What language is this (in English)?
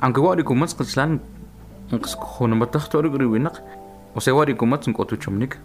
Kʼicheʼ